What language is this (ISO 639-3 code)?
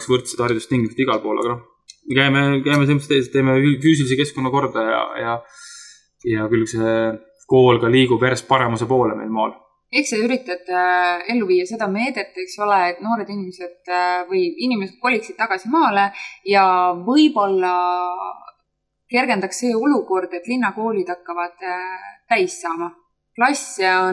est